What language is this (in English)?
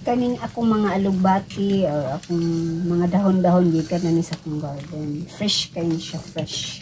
Cebuano